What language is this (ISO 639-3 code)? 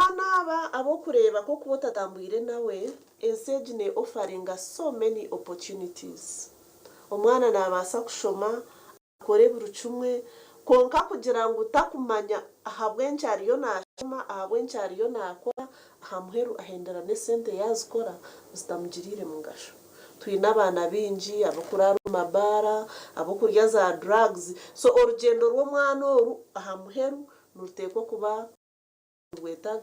nyn